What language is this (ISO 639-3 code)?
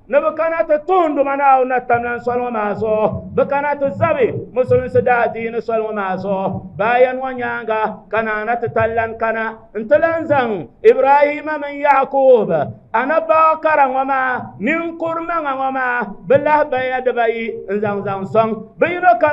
dag